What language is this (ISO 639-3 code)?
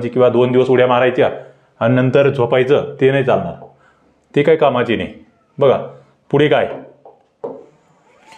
mar